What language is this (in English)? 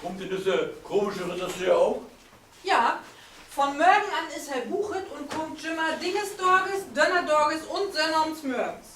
Low German